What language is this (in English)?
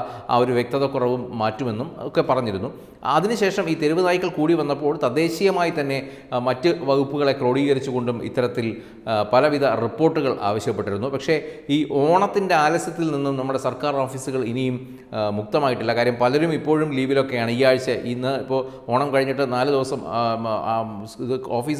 Malayalam